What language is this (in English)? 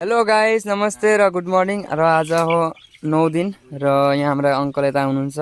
Nepali